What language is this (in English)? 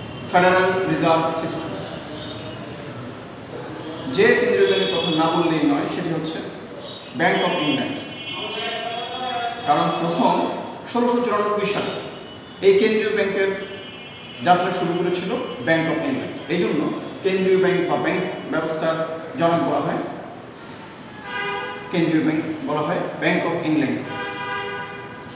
Bangla